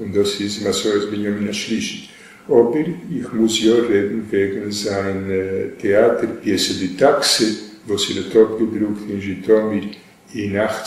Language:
Yiddish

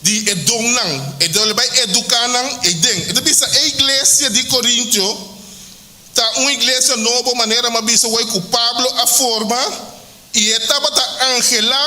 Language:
Papiamento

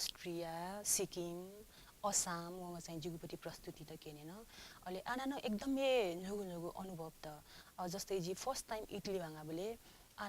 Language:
Newari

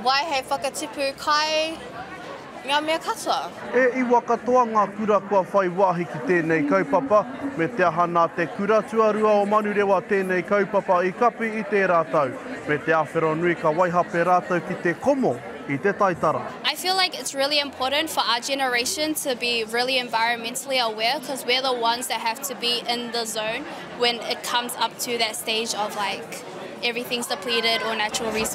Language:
Māori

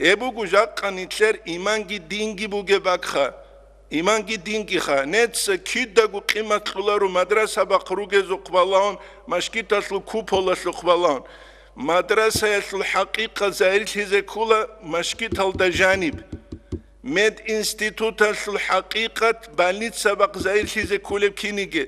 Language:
Avaric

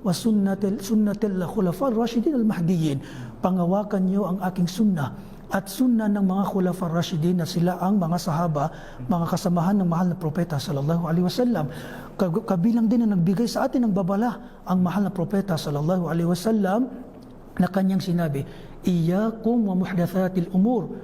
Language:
Maranao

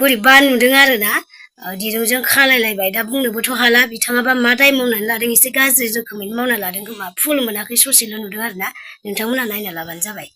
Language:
Bodo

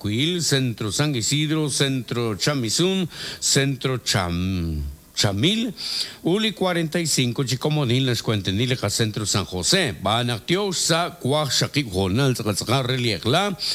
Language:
Kekchí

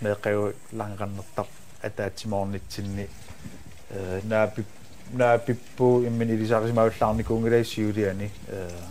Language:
Kalaallisut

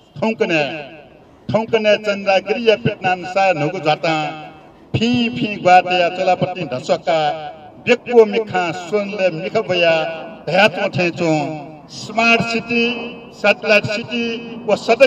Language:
Newari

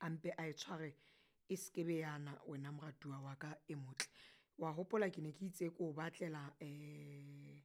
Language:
Southern Sotho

